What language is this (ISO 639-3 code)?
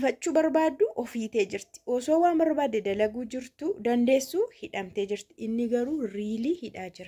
orm